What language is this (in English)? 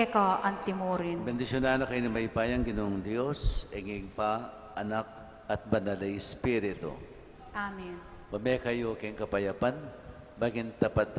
Pampanga